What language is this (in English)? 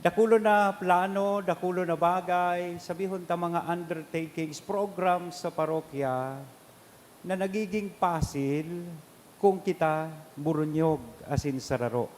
Bikol